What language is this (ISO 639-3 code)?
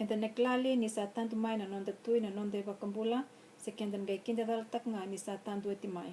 fij